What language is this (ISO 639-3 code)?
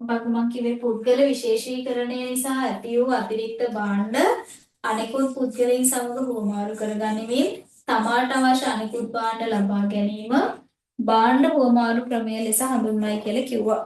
sin